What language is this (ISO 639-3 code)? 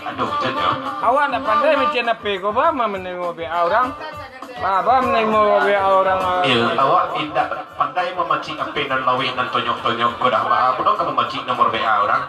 min